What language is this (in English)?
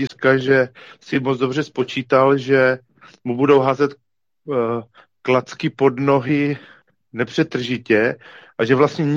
Czech